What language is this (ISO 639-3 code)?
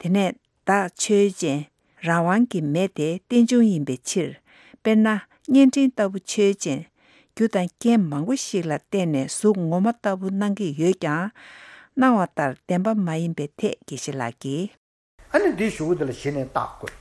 bod